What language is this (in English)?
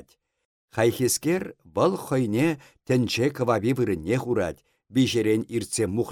Chuvash